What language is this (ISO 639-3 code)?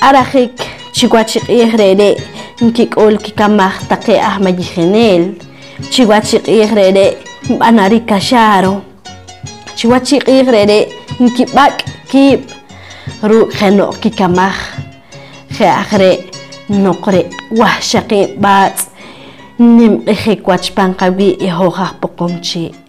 poh